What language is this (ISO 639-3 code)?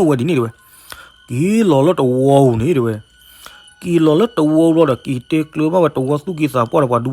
ksw